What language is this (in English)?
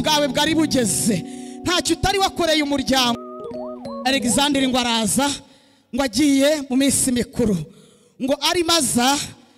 Kinyarwanda